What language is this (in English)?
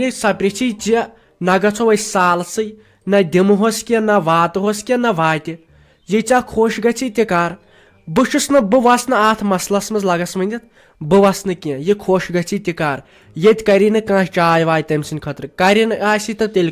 Kashmiri